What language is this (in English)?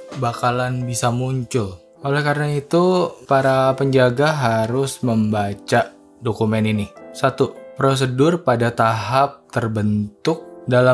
Indonesian